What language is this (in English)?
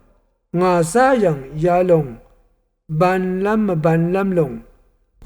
Rawang